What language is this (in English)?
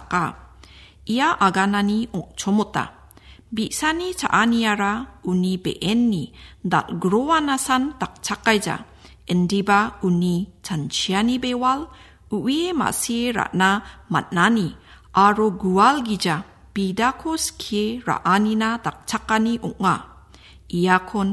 Garo